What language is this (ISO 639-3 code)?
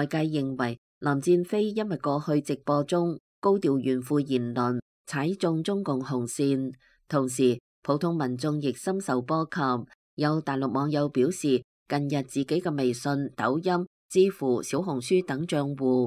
yue